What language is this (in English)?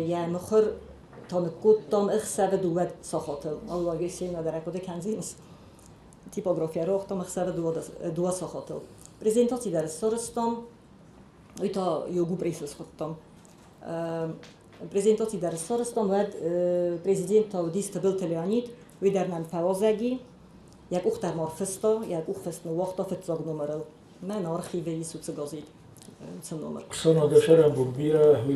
Ossetic